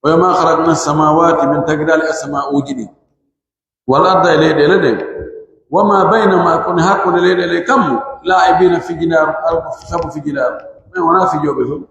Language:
Pular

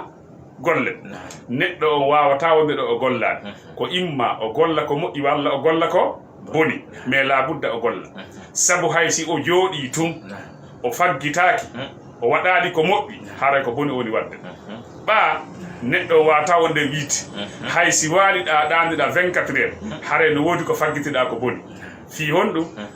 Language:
Fula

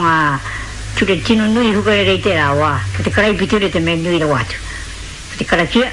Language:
Māori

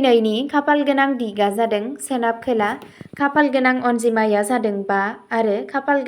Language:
Bodo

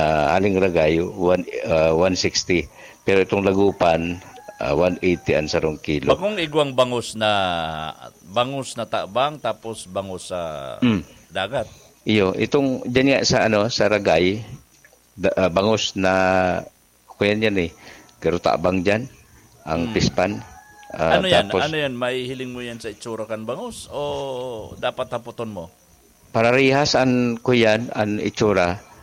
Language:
Bikol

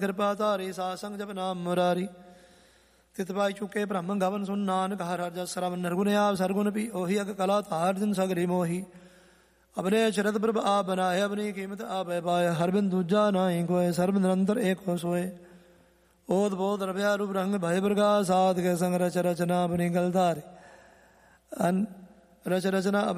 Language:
Punjabi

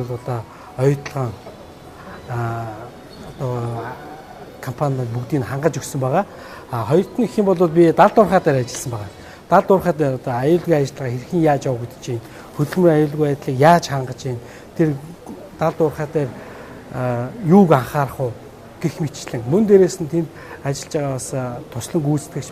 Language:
Mongolian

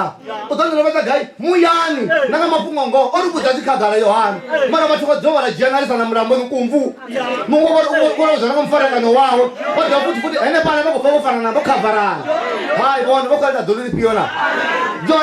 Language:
Venda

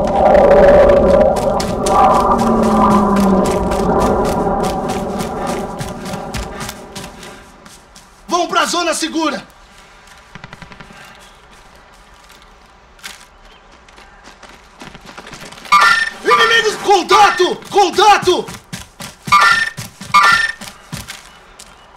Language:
Portuguese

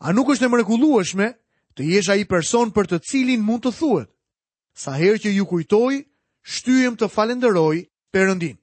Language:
Albanian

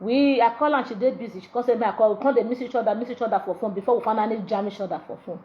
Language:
Nigerian Pidgin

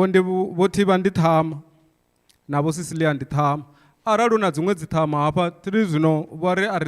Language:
Venda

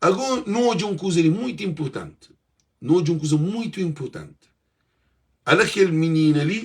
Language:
Kabuverdianu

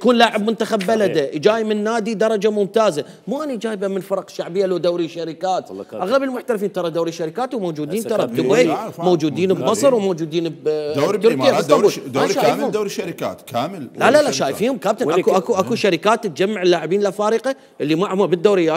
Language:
Mesopotamian Arabic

